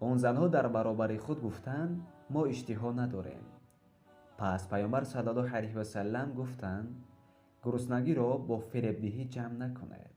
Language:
Tajik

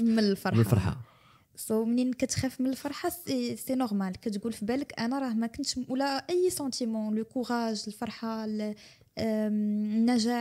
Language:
Moroccan Arabic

